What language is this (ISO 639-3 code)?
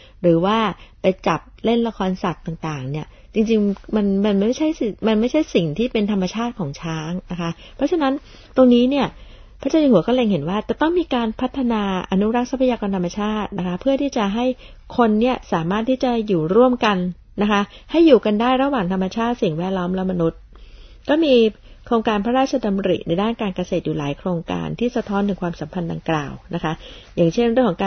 tha